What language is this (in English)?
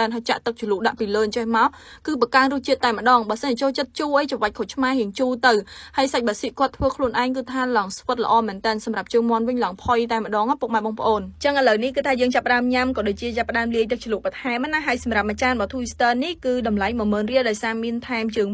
Khmer